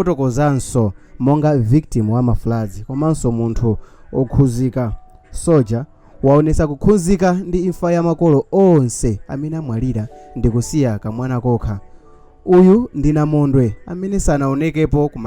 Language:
Nyanja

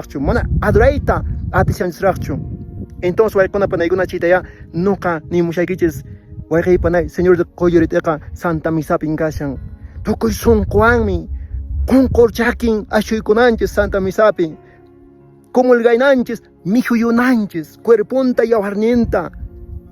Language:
Quechua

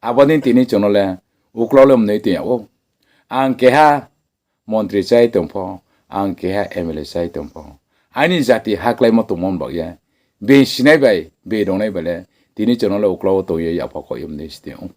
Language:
Riang (India)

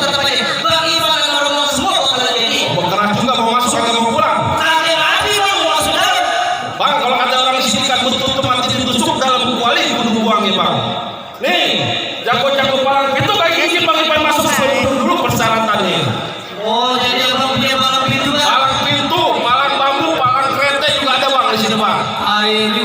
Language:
Betawi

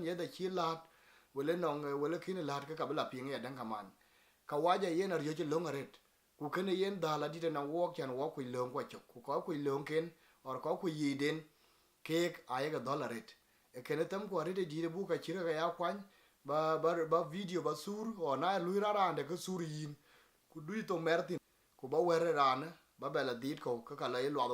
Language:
Dinka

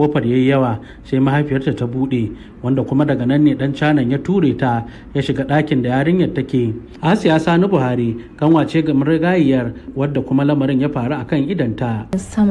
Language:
Hausa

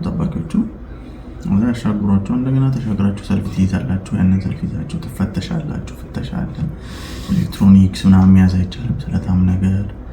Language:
Amharic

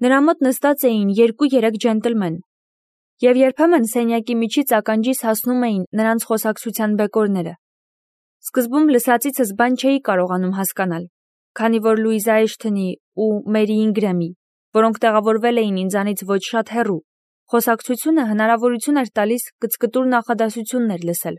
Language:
Armenian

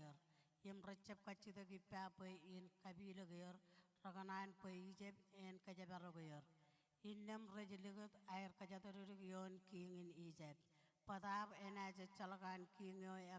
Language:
Marshallese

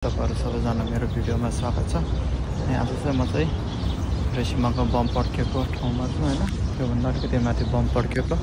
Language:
Nepali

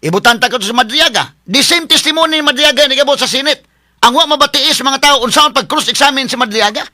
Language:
Cebuano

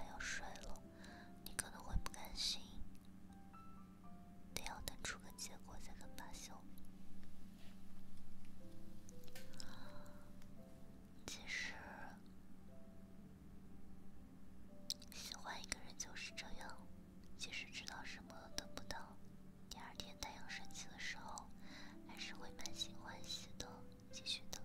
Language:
Chinese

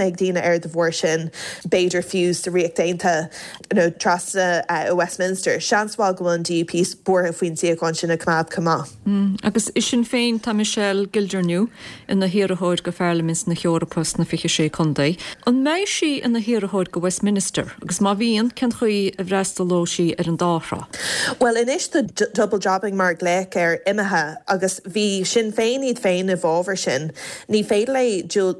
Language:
Irish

